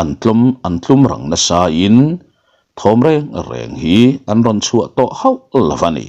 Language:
Mizo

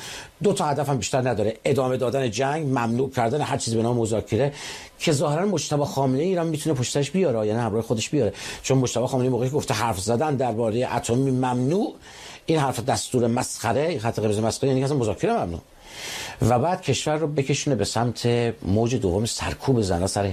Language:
Persian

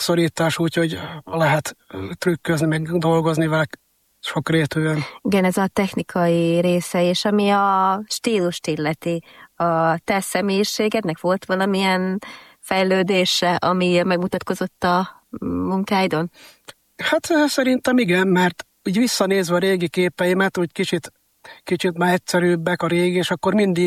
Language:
Hungarian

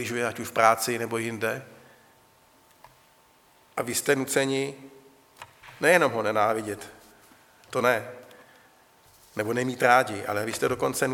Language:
Czech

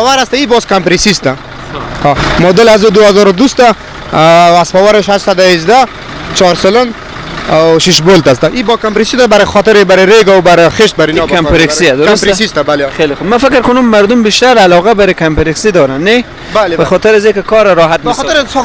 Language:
Persian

